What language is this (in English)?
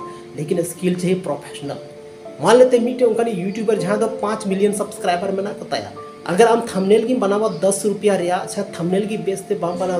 Santali